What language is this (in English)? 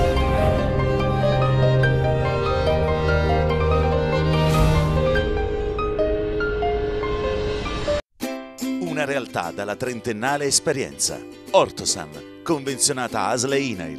Italian